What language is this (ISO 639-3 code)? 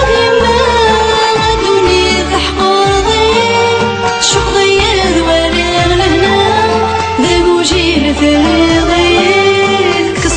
kab